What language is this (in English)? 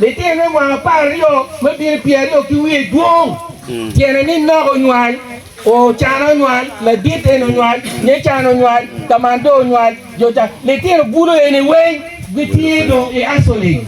Acoli